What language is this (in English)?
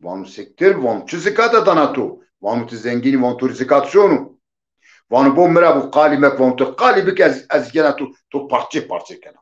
Zaza